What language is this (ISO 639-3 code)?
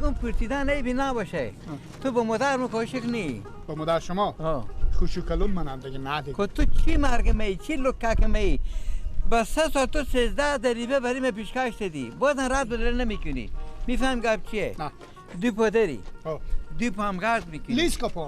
fas